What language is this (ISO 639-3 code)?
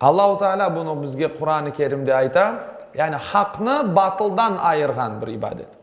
crh